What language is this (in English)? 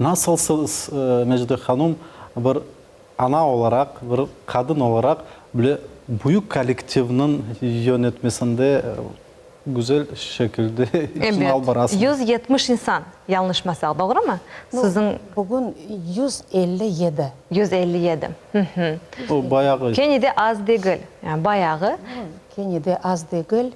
Crimean Tatar